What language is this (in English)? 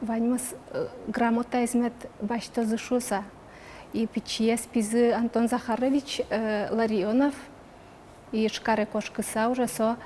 Udmurt